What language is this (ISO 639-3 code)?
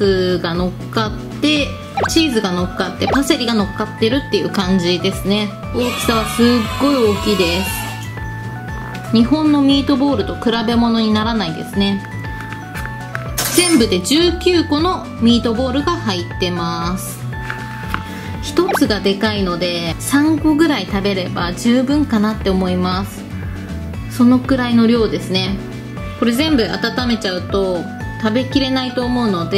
jpn